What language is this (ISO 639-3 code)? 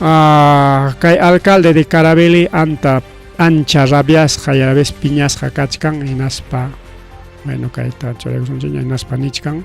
quy